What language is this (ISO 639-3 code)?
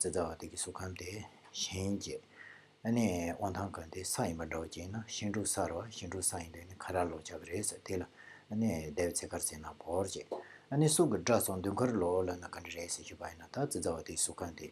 bod